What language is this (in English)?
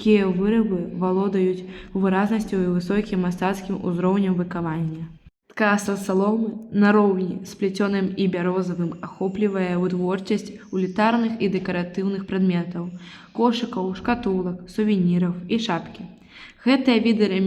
Belarusian